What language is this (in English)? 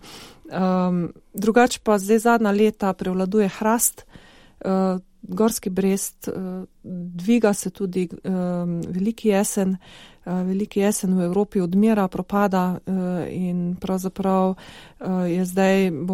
Slovenian